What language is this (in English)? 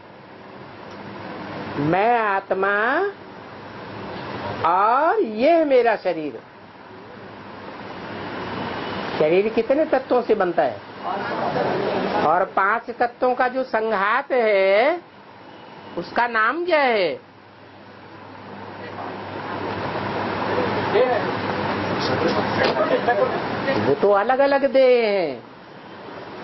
Hindi